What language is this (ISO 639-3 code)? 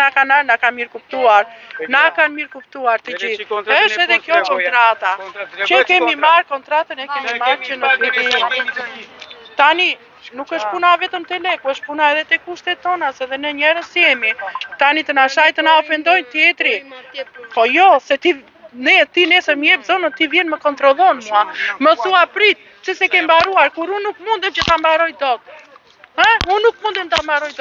sqi